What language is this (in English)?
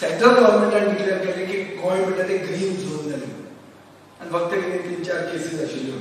Konkani